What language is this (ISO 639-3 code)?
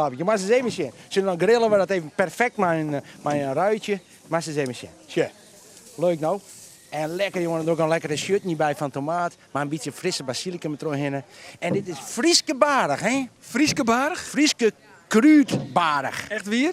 fry